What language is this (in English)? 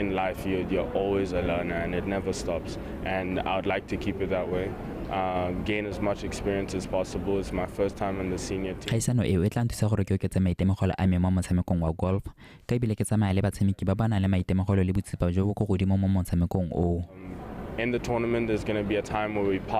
Tswana